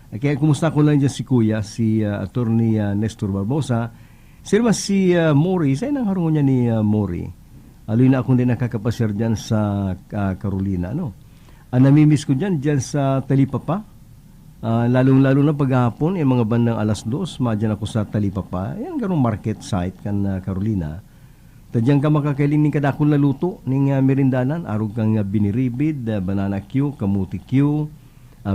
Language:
Bikol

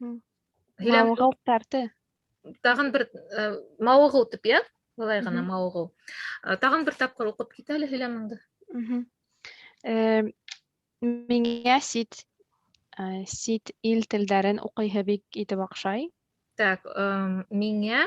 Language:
Bashkir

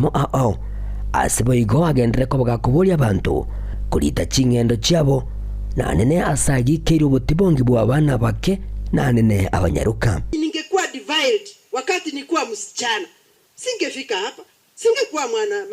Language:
Gusii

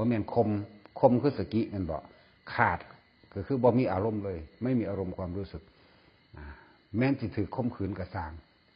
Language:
Northeastern Thai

